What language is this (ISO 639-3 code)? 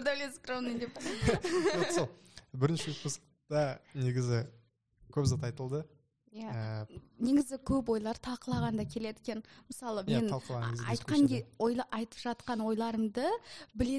kaz